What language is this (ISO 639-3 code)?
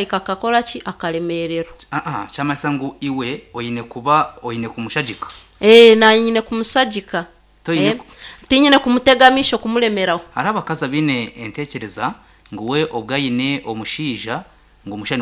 nyn